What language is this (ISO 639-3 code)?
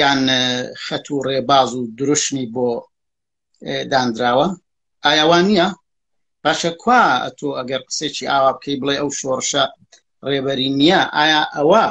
ckb